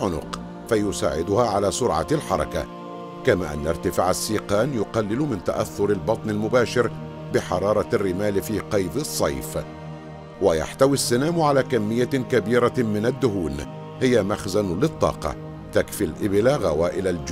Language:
Arabic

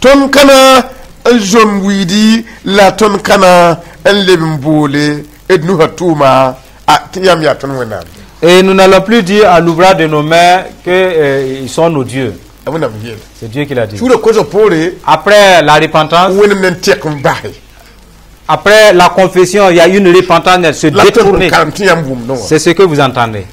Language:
Mossi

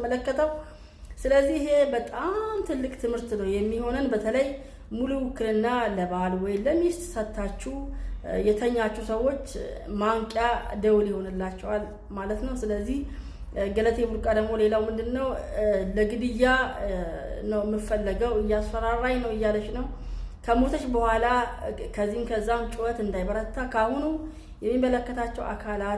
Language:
Amharic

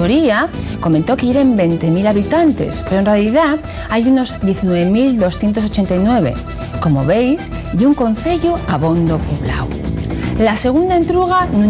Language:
Asturian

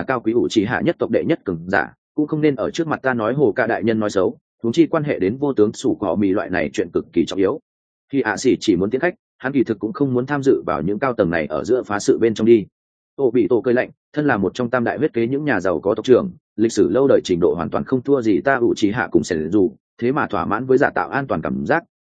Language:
Vietnamese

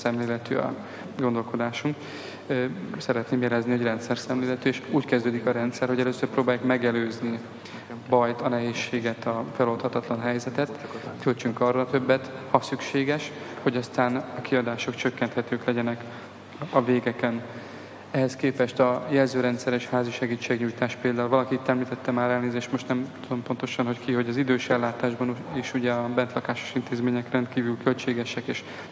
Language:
Hungarian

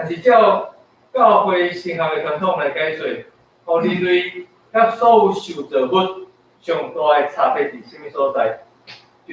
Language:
Min Nan Chinese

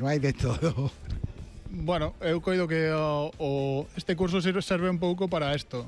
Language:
Galician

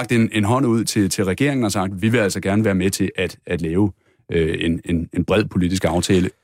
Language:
Danish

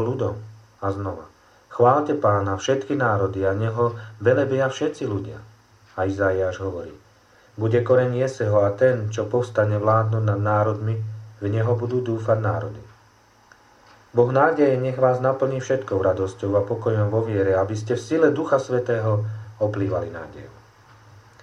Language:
Slovak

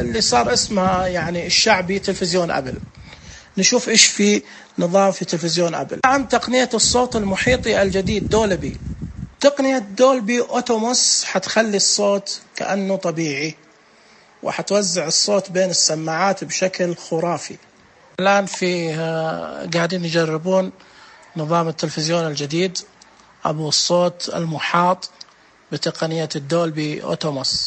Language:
Najdi Arabic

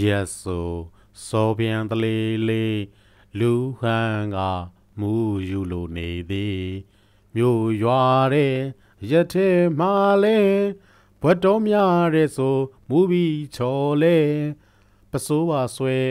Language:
Burmese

